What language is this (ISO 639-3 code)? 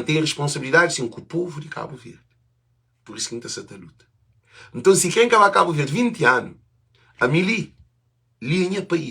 kea